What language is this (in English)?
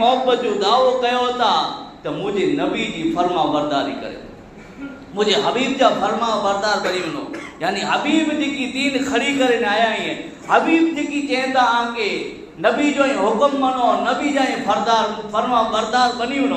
Kachhi